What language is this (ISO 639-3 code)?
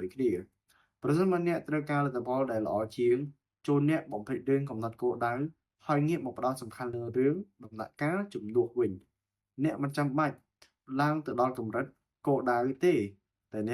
khm